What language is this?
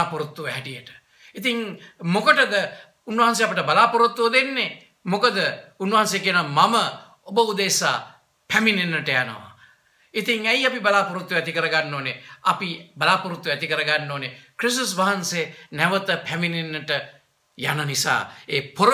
Sinhala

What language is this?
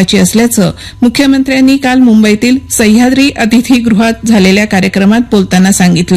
Marathi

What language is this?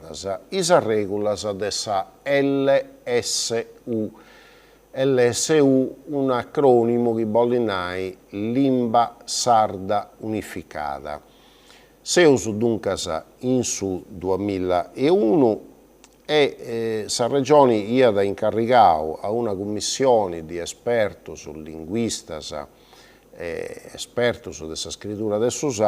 Sardinian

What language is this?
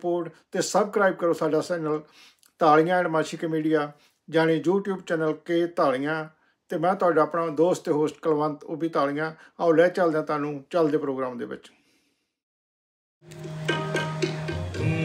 Punjabi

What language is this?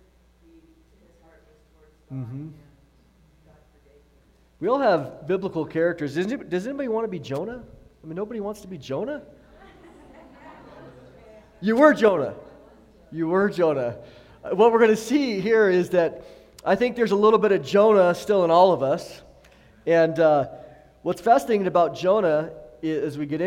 English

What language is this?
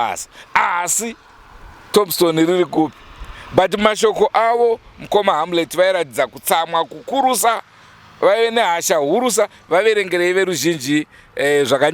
Shona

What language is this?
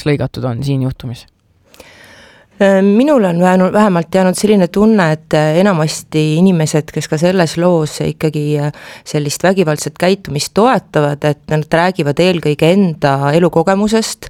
Estonian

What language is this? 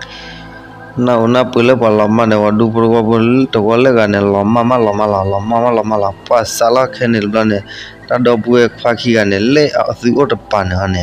S'gaw Karen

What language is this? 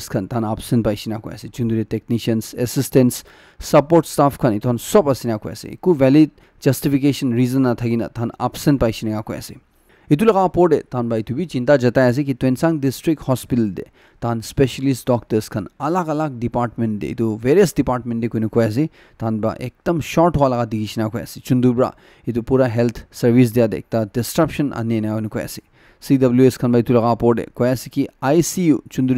Naga Pidgin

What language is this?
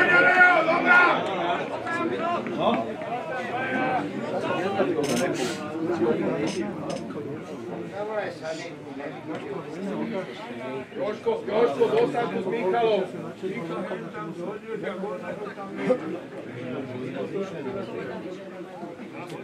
Slovak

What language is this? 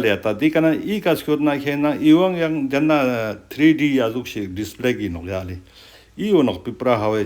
Ladakhi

